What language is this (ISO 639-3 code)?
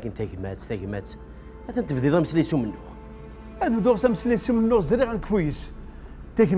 kab